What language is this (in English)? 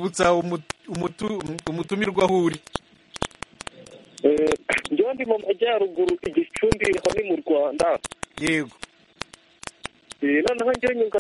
Kinyarwanda